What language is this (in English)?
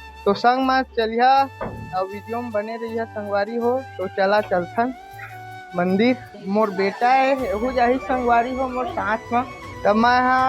Chhattisgarhi